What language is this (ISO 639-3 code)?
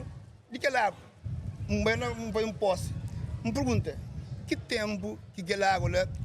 kea